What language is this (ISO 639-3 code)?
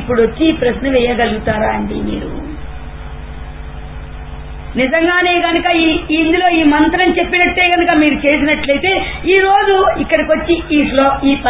tel